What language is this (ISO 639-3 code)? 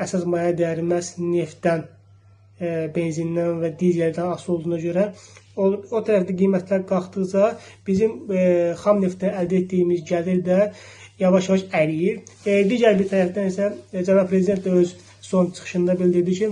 aze